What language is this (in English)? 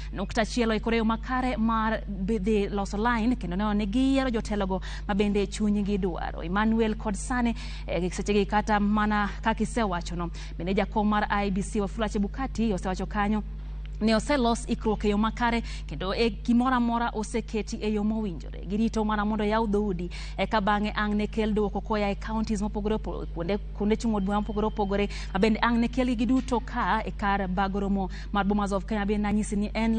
Luo (Kenya and Tanzania)